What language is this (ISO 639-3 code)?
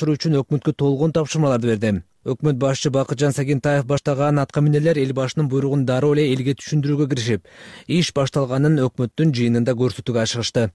kir